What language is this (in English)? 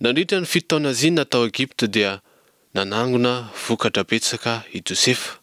Malagasy